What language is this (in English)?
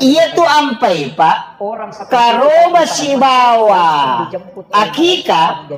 Buginese